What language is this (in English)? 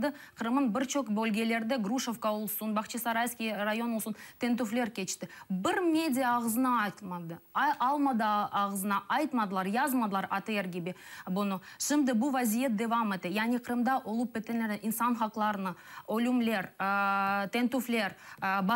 Crimean Tatar